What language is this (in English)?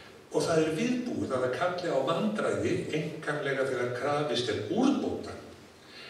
Icelandic